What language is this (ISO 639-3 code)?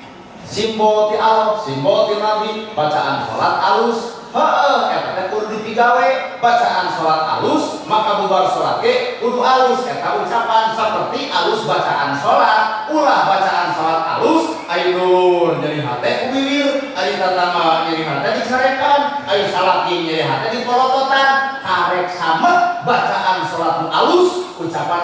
sun